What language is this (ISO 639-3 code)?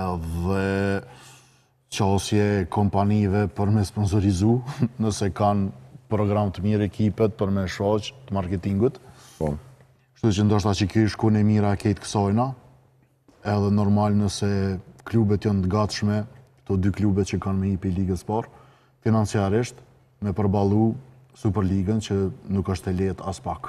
sqi